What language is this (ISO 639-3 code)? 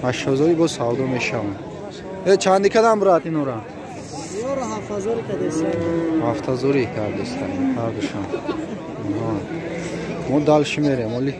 tgk